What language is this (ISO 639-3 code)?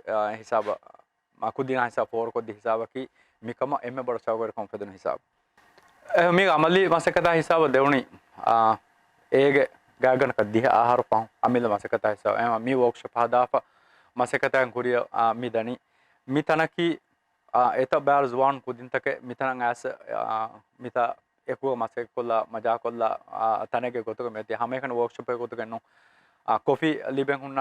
div